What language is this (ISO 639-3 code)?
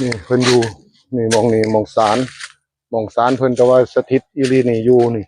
tts